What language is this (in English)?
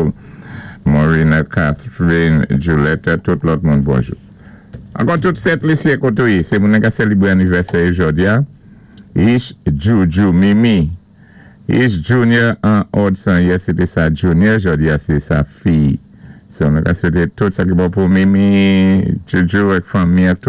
Saint Lucian Creole French